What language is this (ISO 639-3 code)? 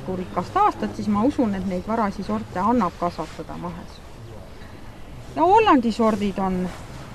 est